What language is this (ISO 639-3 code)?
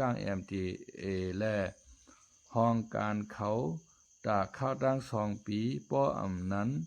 shn